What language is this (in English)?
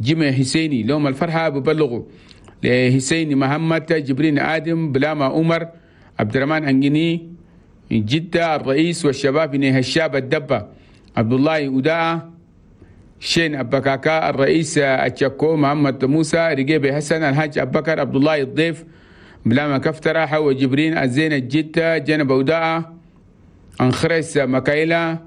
Chadian Arabic